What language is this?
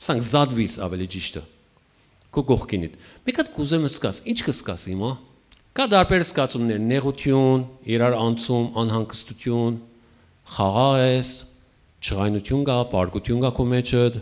Western Armenian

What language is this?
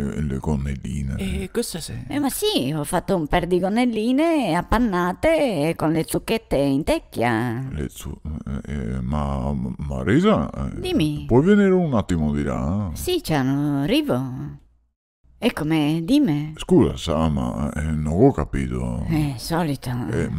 Venetian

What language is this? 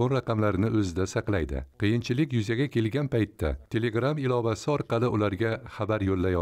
Uzbek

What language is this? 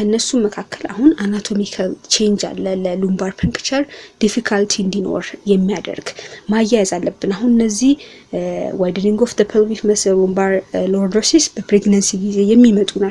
Amharic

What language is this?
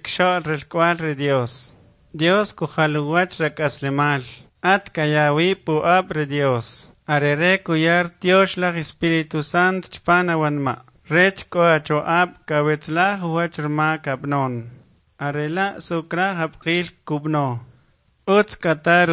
Kʼicheʼ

